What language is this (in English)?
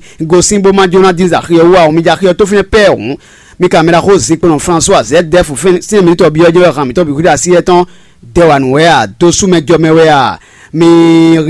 Fon